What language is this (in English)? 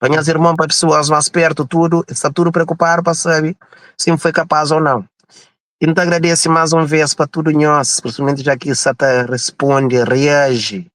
Kabuverdianu